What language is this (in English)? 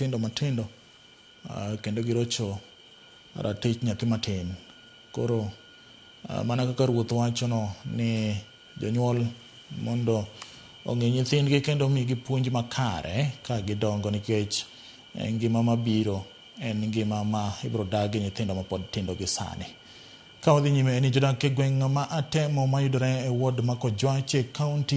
Luo (Kenya and Tanzania)